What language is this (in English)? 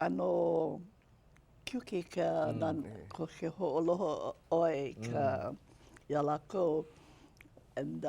Hawaiian